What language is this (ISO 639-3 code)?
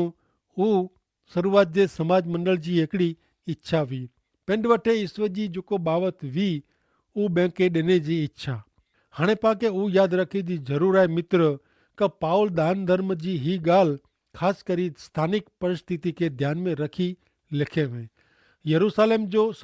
kfr